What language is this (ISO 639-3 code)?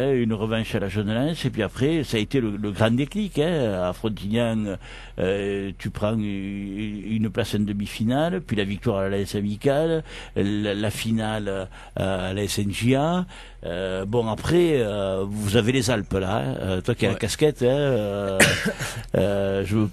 fra